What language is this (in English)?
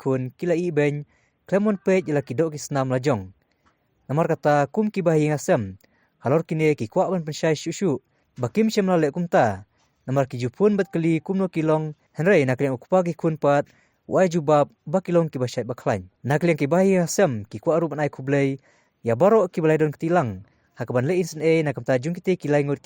Khasi